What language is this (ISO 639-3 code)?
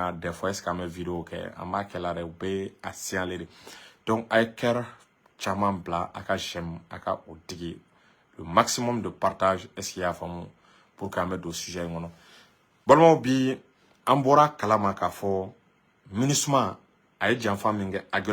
bam